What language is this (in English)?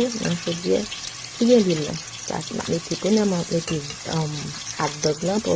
Haitian Creole